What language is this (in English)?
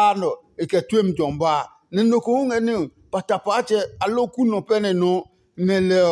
Adangme